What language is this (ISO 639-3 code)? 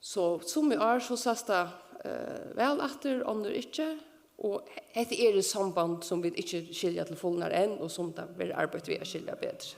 fao